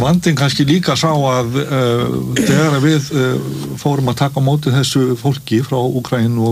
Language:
Icelandic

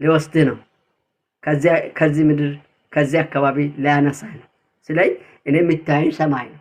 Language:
Amharic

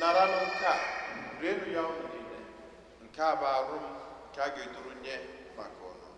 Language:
Igbo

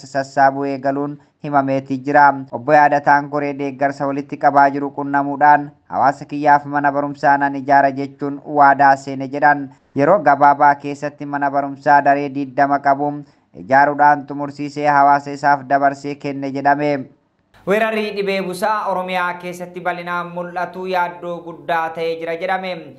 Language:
Oromo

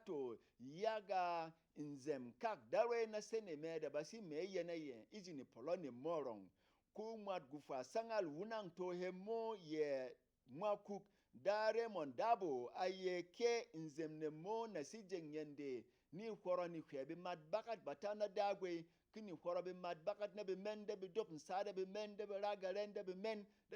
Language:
Berom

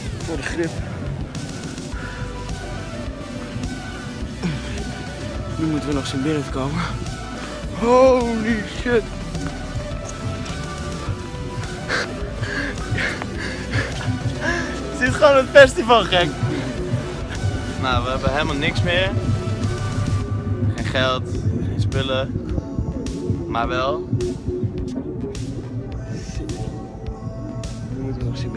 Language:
Dutch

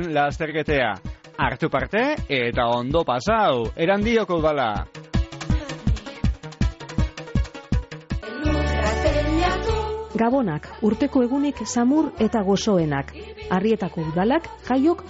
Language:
Basque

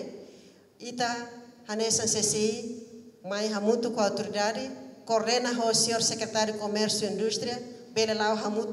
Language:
Tetum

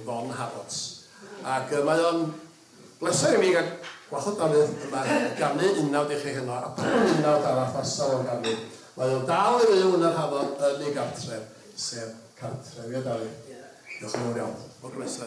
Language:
Welsh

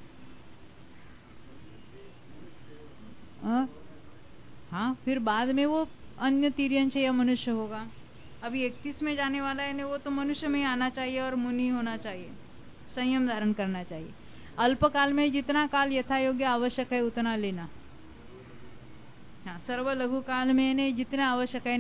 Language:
Hindi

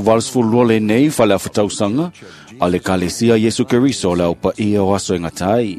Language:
Samoan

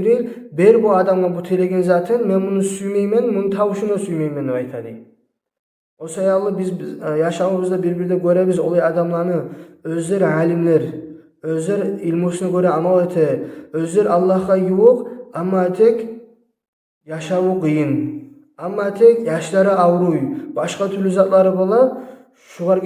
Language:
Kumyk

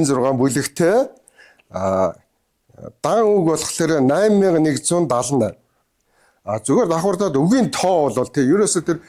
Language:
Mongolian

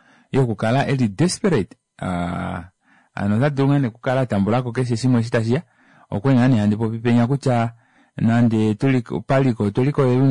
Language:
Kuanyama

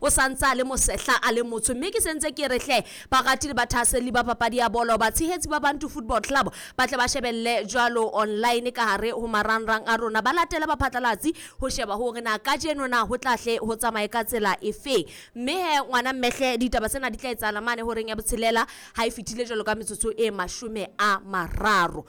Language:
Southern Sotho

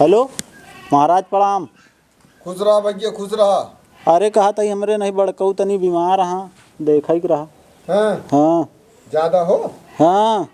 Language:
Awadhi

